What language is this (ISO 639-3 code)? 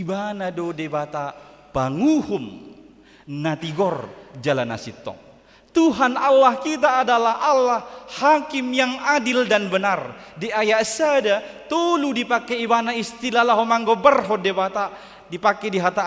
bbc